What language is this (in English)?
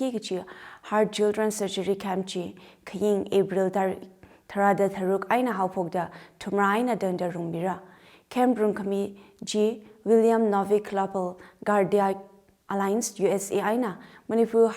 Tangkhul Naga (India)